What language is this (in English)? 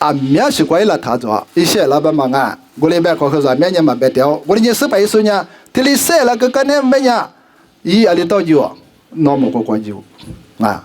Lisu